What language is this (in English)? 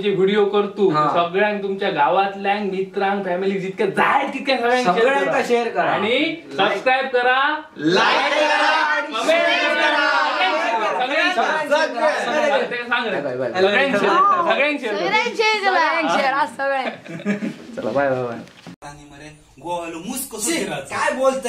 Konkani